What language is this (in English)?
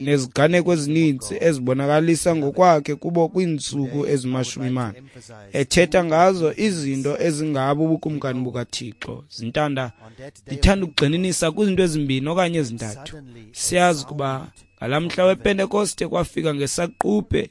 Xhosa